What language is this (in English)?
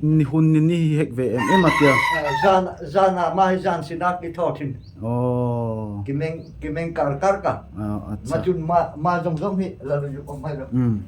Darlong